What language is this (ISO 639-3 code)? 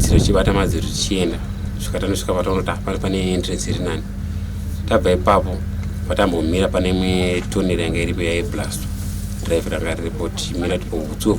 sna